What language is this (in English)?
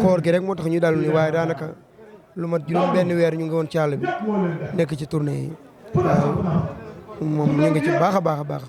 Wolof